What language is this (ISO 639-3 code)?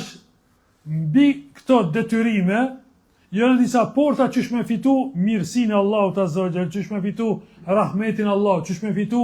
sqi